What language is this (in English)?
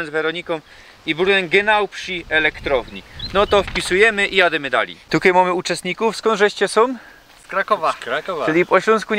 Silesian